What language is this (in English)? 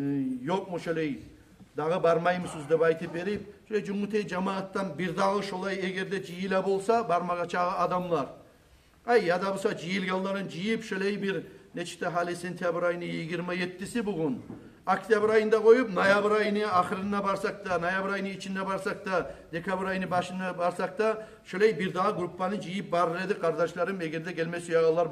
Kumyk